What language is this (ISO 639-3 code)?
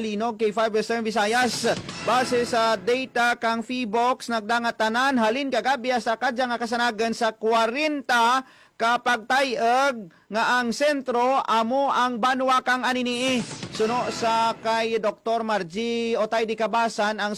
hil